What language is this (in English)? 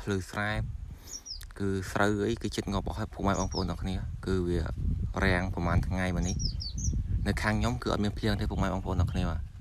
Khmer